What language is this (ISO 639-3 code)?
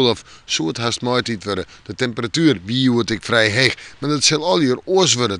fry